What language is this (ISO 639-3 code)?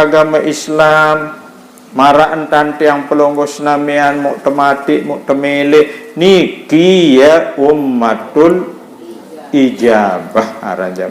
sas